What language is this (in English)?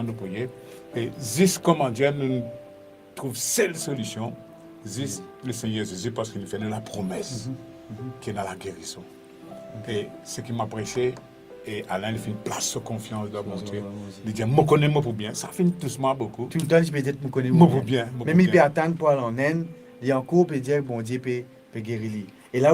Morisyen